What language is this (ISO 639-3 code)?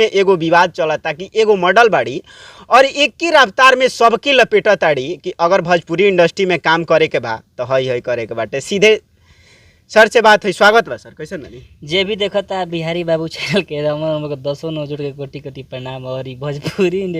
bho